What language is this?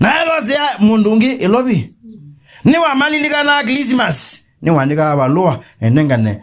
Kamba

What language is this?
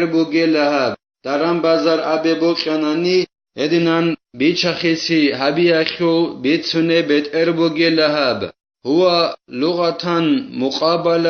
Avaric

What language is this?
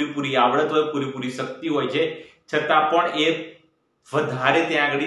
Gujarati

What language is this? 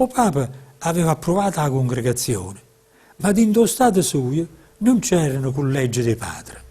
Neapolitan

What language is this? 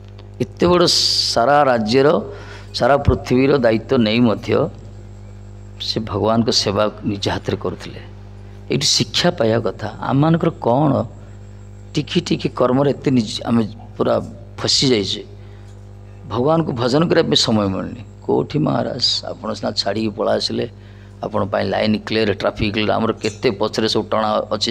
Odia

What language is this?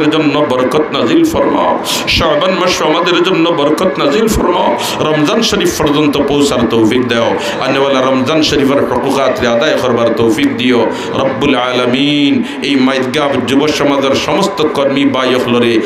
Sylheti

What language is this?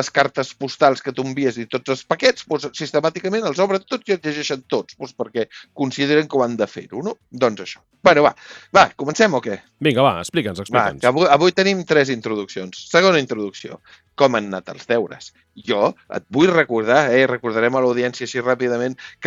Catalan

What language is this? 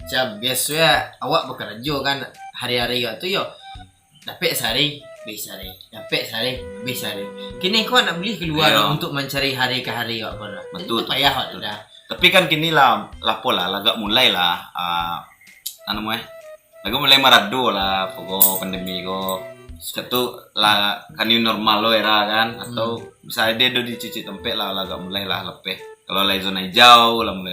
Minangkabau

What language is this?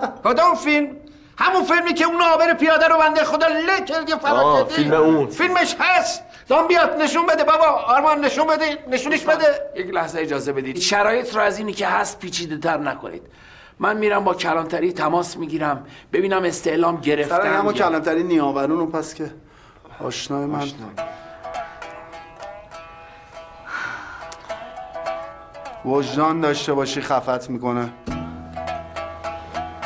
Persian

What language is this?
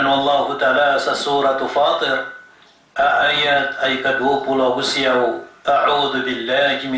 Maranao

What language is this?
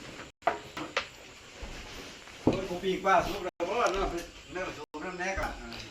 Lao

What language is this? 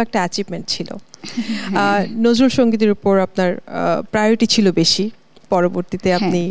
Bangla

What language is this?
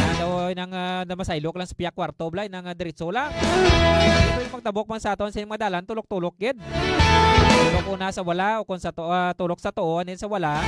Hiligaynon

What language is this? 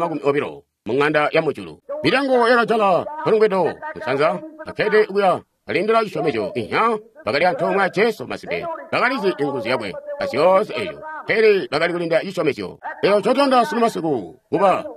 Tonga (Zambia)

